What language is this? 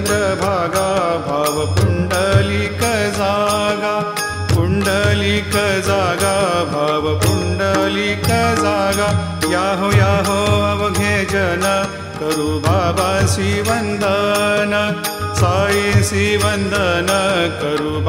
Marathi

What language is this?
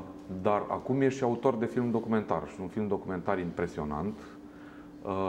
Romanian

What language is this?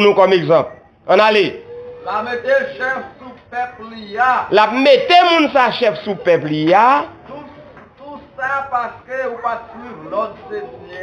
Haitian Creole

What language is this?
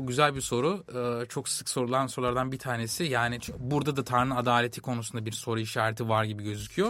Turkish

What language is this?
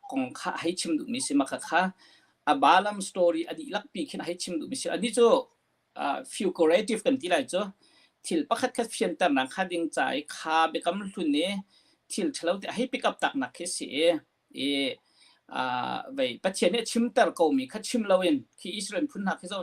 Hakha Chin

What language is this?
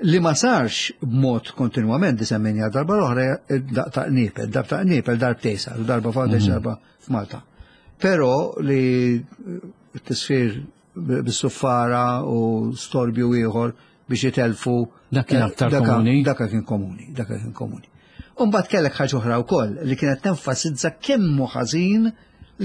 Maltese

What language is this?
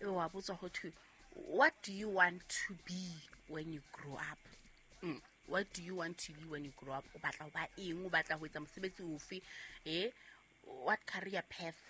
Southern Sotho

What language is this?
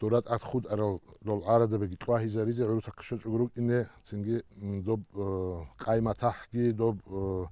Avaric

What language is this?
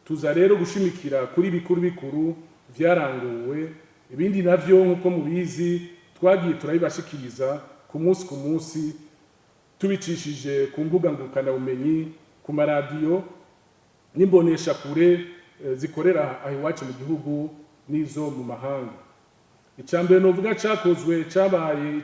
Rundi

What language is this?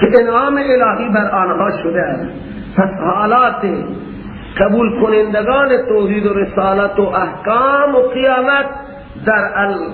Persian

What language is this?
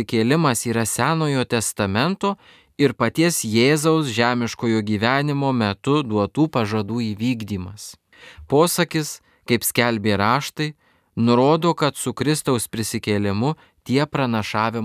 Lithuanian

